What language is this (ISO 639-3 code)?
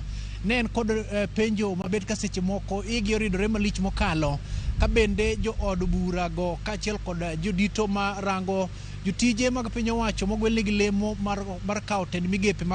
luo